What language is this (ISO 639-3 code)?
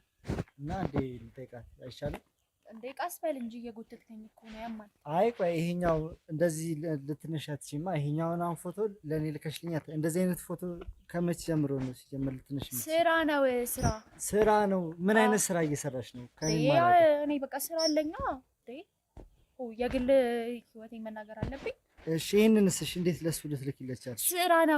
amh